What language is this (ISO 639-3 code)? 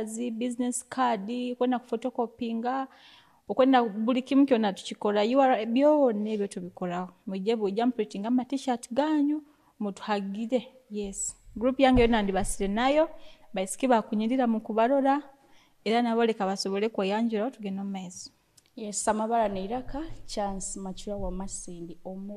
nyo